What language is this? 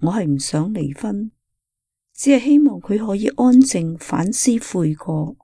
Cantonese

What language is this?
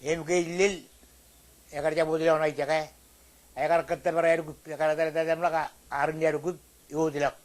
Marshallese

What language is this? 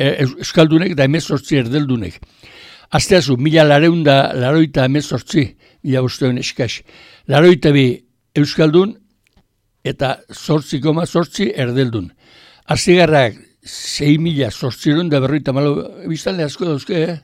Basque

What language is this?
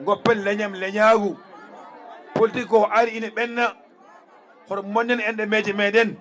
Fula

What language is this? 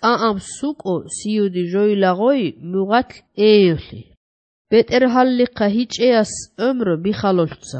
Georgian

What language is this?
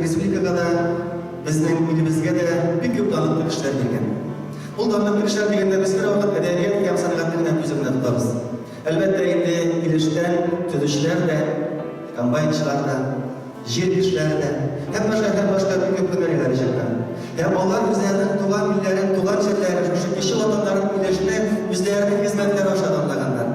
Tatar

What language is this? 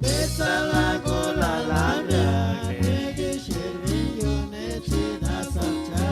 Chuj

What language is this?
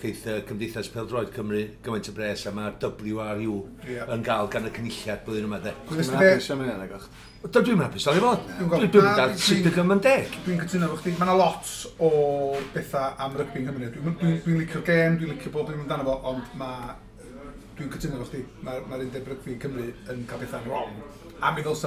Welsh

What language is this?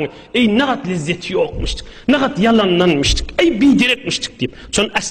Turkmen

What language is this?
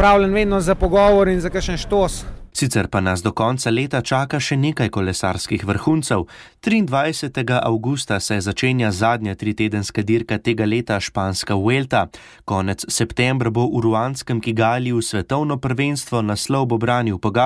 Slovenian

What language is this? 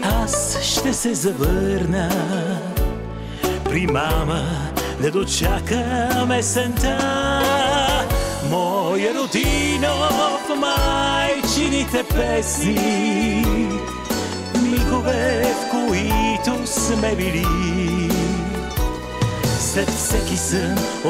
Bulgarian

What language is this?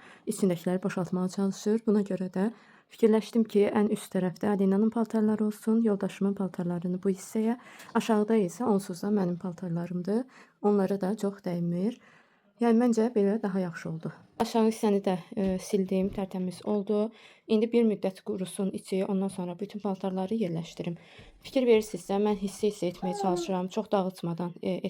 Azerbaijani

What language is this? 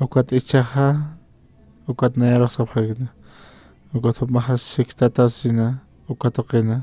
Aymara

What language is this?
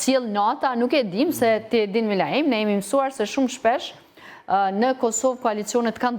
Albanian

